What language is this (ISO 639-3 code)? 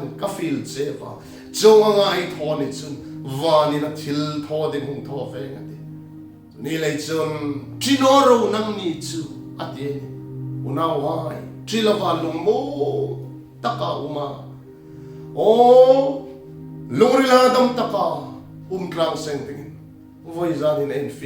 hmr